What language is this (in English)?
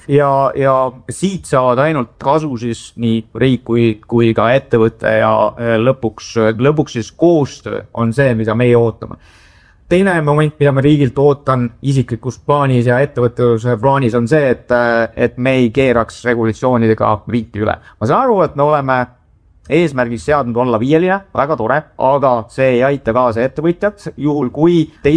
Estonian